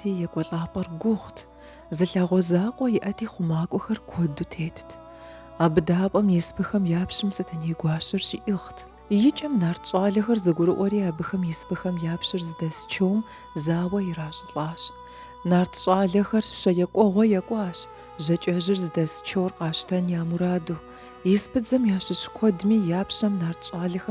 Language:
Kabardian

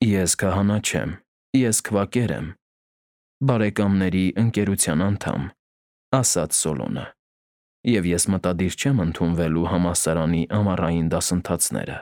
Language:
Armenian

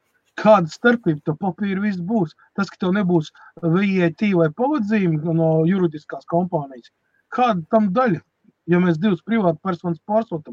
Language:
Latvian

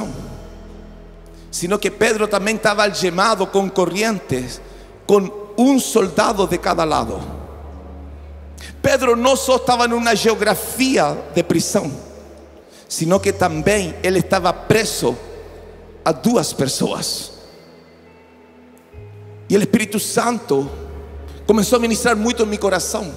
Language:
Portuguese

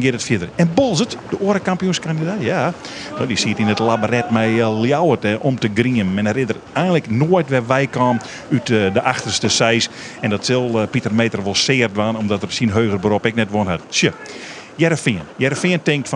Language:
Western Frisian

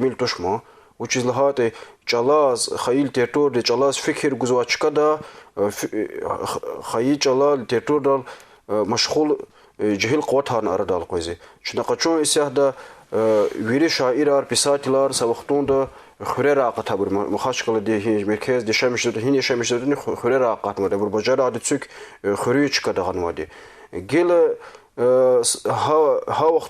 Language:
Lezghian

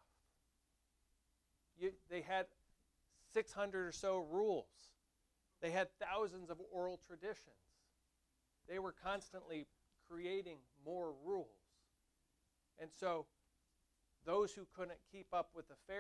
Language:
English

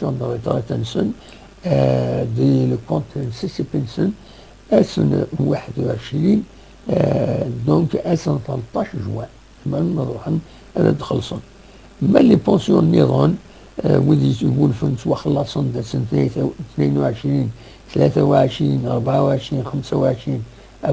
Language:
Kabyle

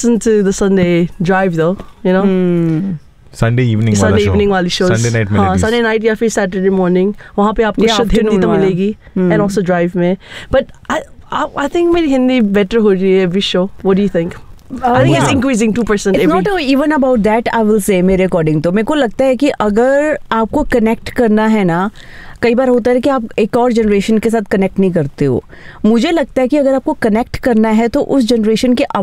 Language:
Hindi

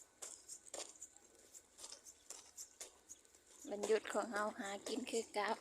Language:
Lao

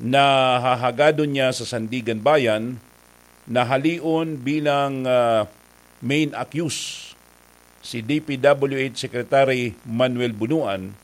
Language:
Bikol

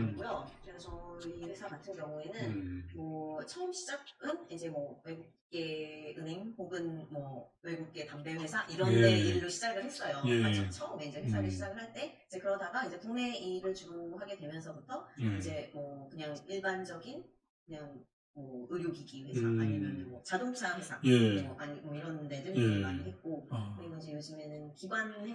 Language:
Korean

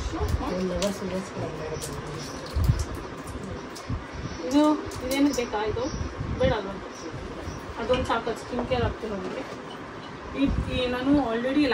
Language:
Kannada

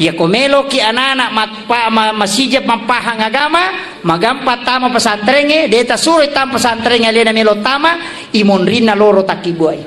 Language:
Buginese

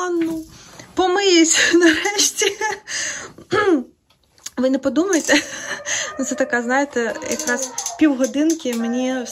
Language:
Ukrainian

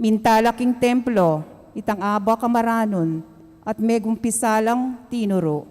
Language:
Pampanga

